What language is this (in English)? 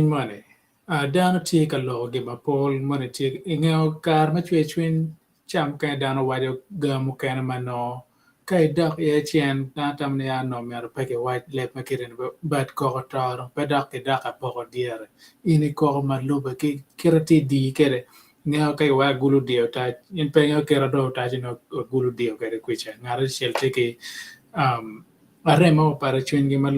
Acoli